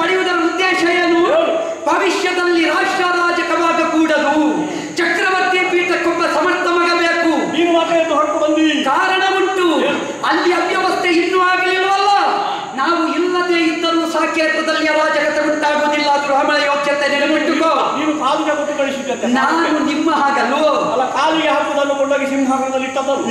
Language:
Kannada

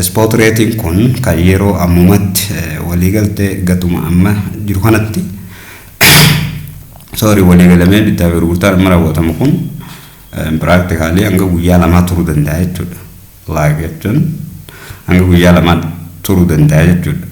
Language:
Oromo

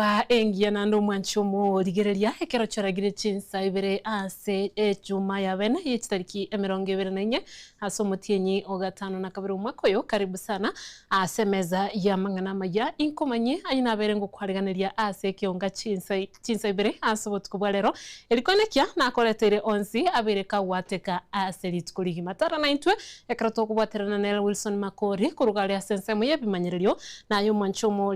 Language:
Gusii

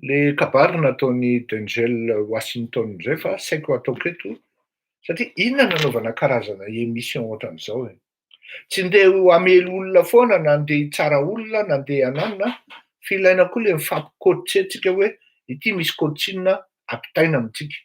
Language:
Malagasy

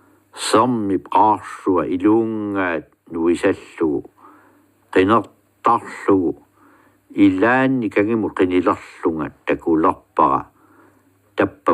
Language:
Kalaallisut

